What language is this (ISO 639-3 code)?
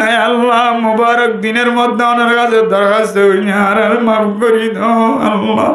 rhg